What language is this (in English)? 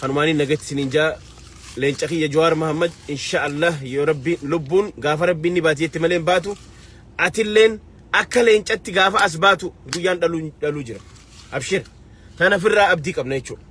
Oromo